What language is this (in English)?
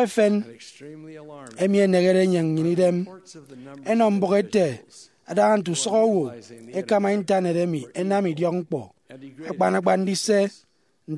Efik